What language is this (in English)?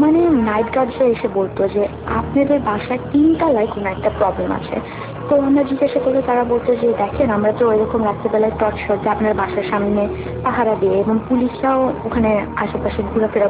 Bangla